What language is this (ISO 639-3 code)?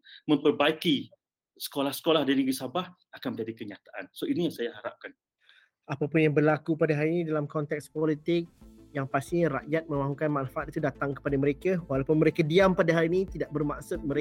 msa